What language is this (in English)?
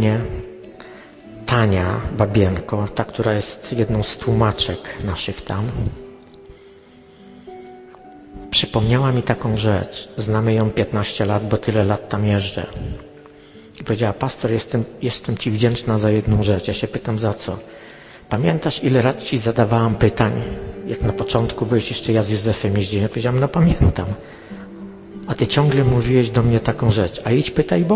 Polish